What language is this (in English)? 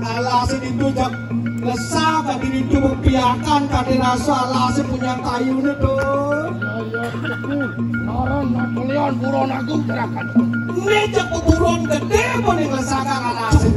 Balinese